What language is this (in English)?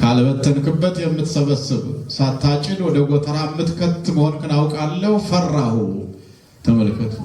Amharic